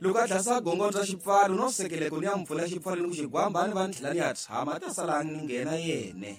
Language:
Tsonga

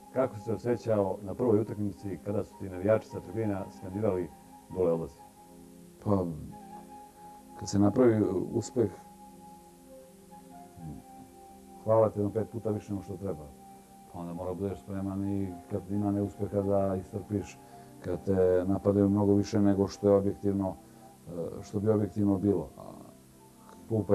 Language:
Serbian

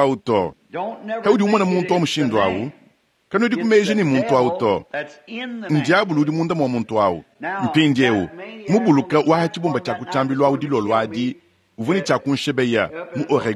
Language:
Luba-Lulua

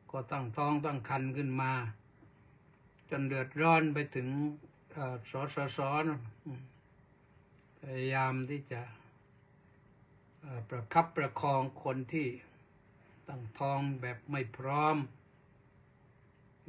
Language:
Thai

